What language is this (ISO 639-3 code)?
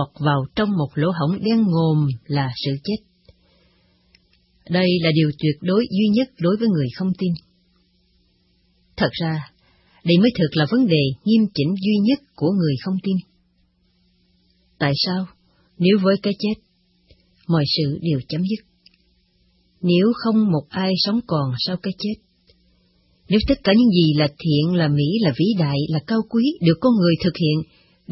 vie